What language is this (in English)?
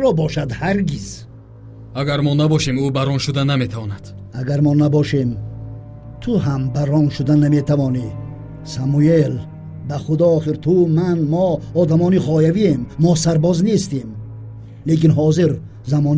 Tajik